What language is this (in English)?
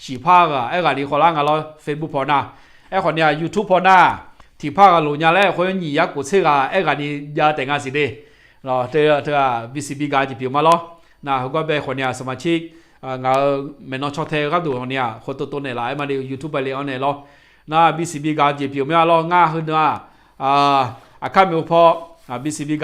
Akha